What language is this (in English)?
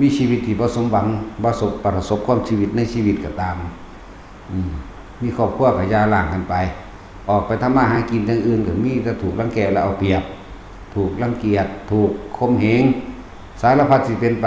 Northeastern Thai